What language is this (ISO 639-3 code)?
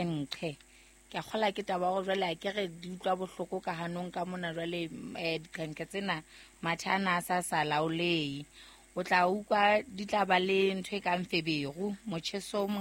sot